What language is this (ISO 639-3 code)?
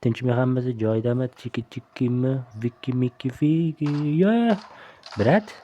uzb